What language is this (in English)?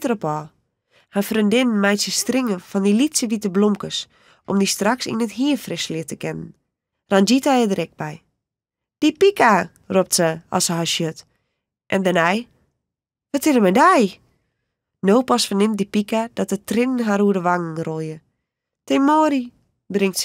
Western Frisian